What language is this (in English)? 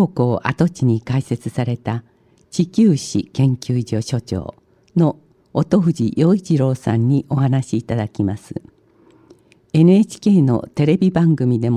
Japanese